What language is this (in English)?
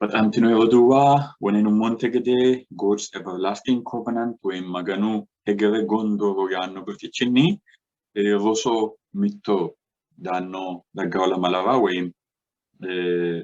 Sidamo